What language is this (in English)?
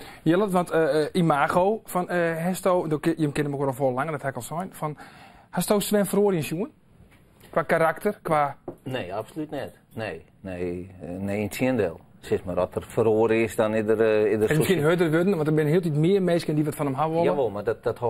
Western Frisian